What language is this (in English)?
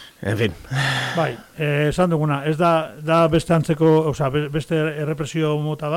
Basque